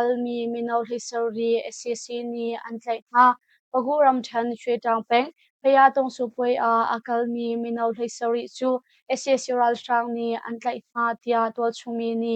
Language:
Hakha Chin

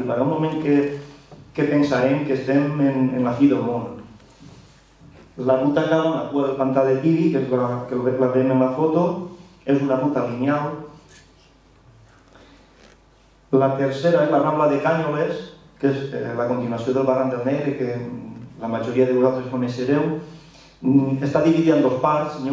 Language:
Catalan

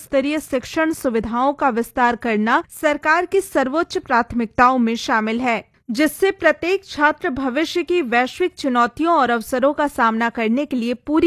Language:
Hindi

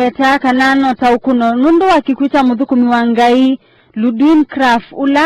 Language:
Kamba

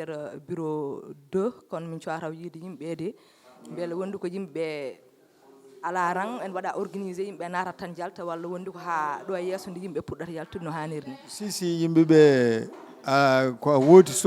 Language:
Fula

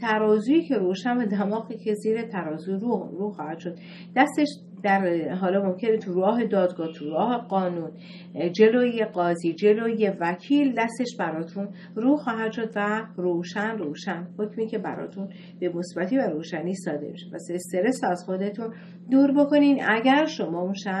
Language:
Persian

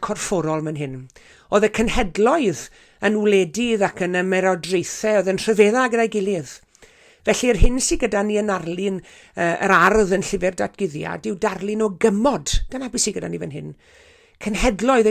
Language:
Welsh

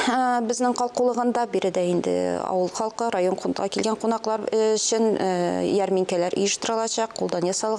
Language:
Tatar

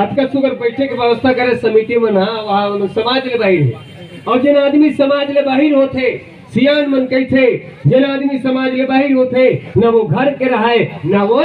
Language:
Chhattisgarhi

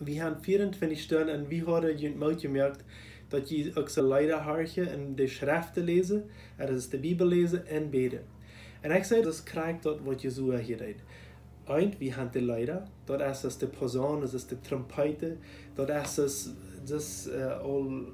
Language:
Plautdietsch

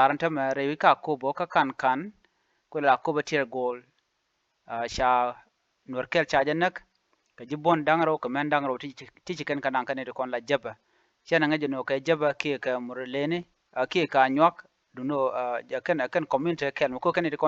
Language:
Nuer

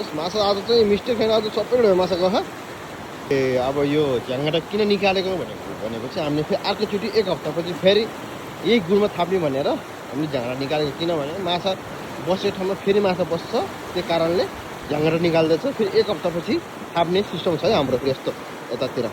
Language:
Nepali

